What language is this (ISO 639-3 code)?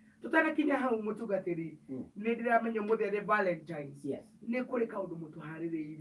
kik